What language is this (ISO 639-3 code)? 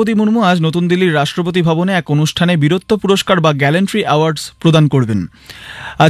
ben